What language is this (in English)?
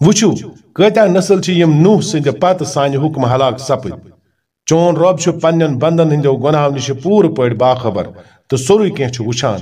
Kashmiri